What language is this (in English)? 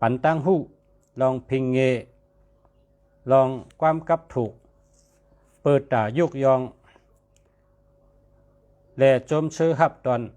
Shan